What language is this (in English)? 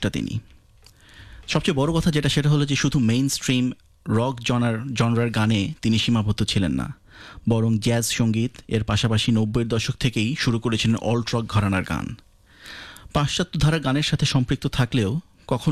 Bangla